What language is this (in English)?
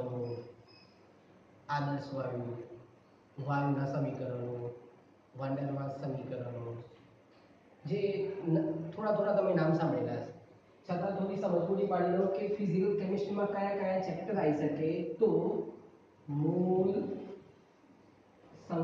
Gujarati